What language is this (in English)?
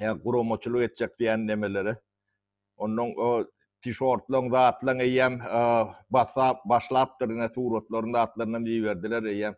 Turkmen